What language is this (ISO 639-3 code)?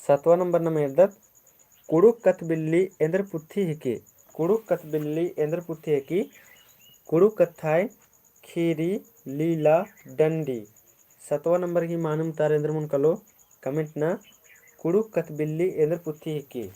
kru